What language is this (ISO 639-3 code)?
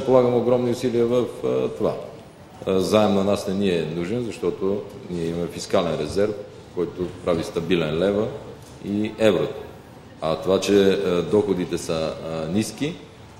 bul